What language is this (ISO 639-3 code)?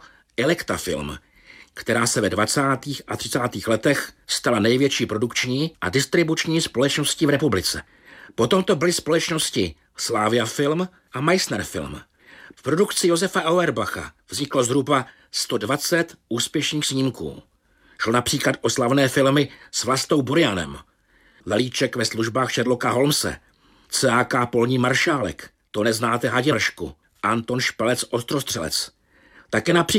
ces